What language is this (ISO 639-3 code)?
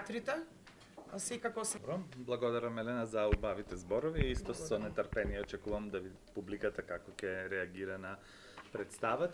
mkd